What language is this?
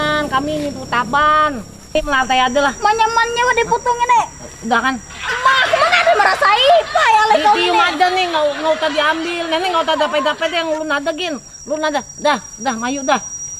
Banjar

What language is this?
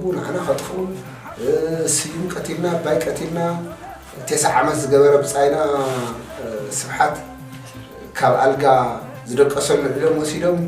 Tigrinya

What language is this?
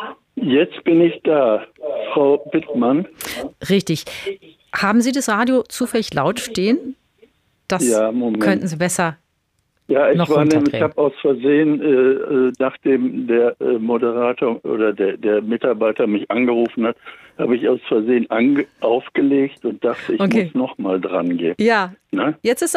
German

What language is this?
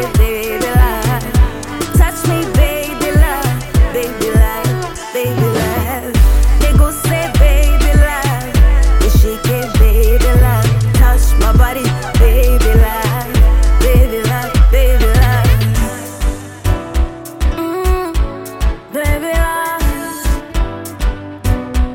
Swahili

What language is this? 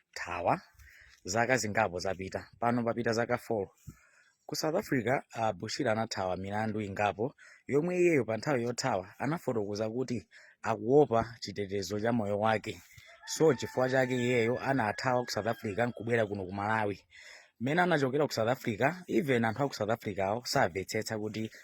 Nyanja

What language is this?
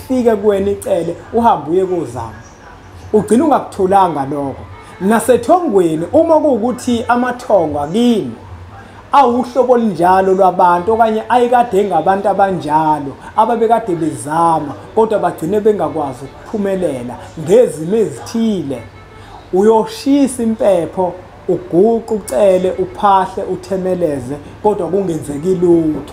Zulu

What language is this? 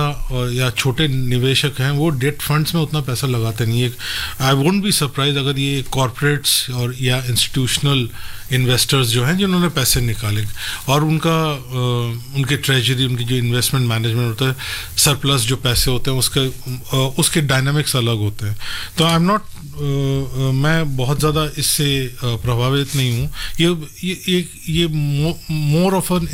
Hindi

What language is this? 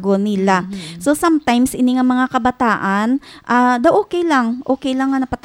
Hiligaynon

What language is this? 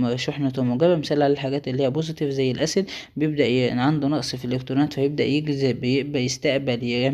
Egyptian Arabic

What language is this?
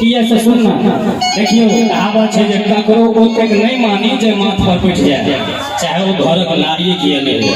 Maithili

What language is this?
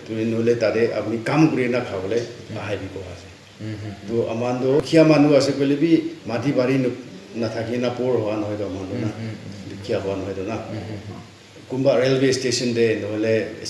Naga Pidgin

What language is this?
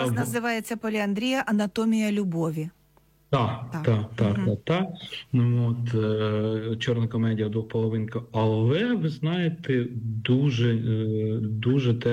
Ukrainian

